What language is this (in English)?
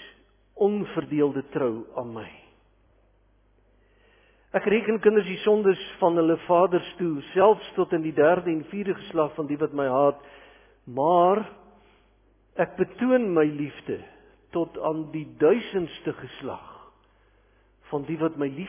Afrikaans